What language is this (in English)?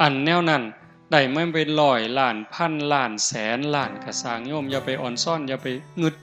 Northeastern Thai